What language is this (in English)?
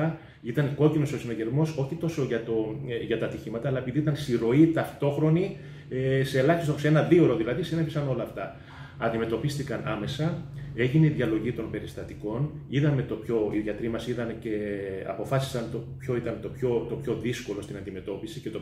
Greek